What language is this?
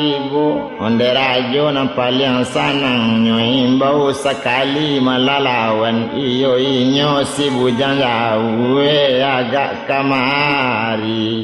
Minangkabau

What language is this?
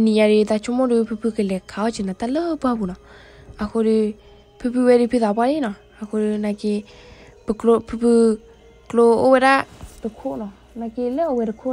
S'gaw Karen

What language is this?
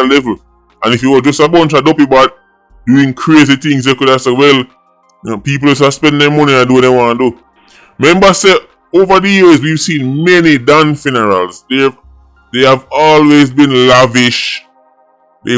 Jamaican Creole English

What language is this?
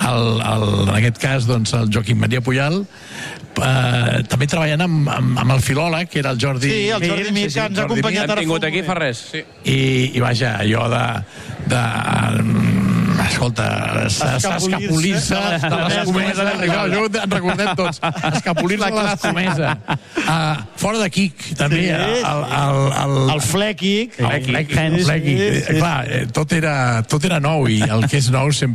Catalan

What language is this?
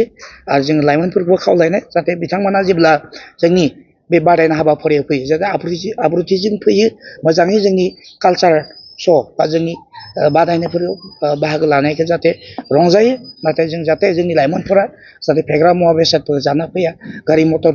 Bodo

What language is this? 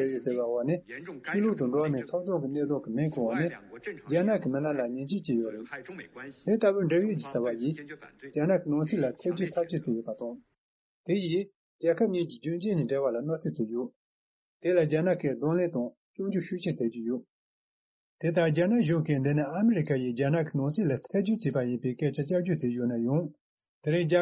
Tibetan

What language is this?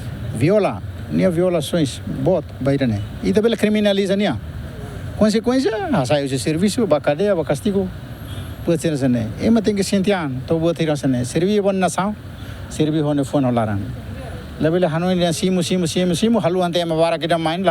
Tetum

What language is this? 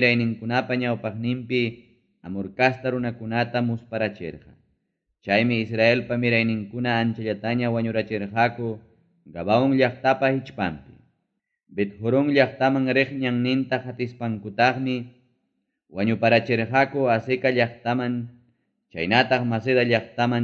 Ayacucho Quechua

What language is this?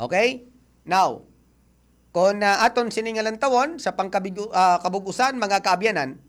Hiligaynon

